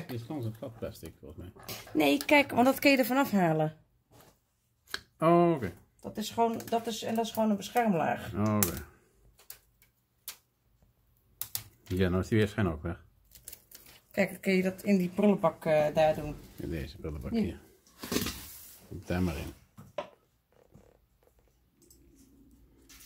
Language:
Dutch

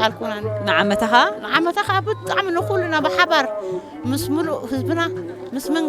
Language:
Tigrinya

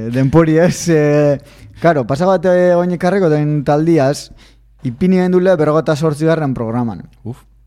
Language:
Basque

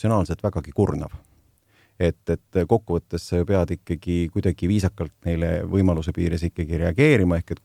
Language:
Estonian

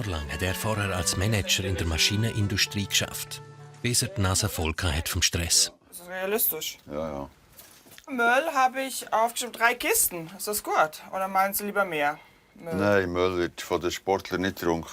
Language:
Swiss German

